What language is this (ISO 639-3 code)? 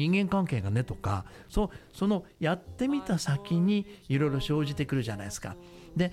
jpn